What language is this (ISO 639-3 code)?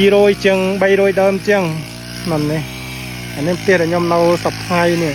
khm